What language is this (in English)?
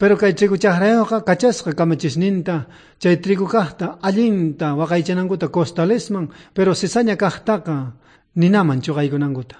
South Bolivian Quechua